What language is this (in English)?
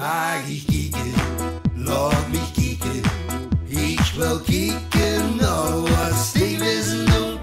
Limburgish